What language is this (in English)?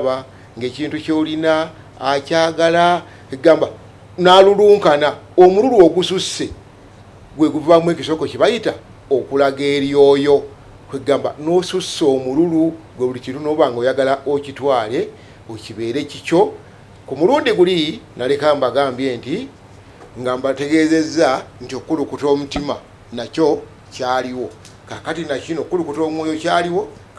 Ganda